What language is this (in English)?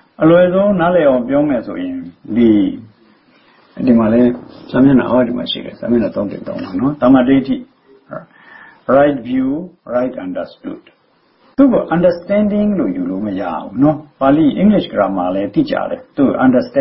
Burmese